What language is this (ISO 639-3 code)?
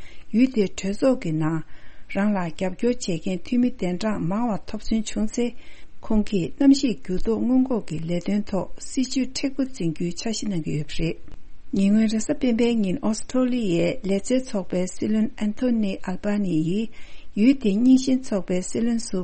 bod